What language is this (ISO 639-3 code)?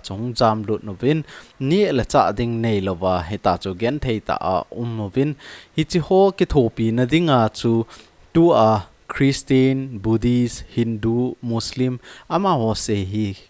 tcz